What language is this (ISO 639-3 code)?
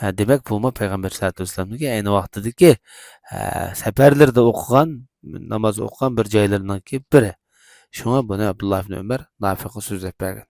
uig